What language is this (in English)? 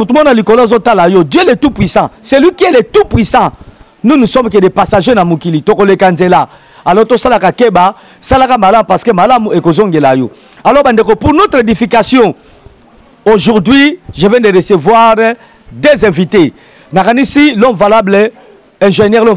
Lingala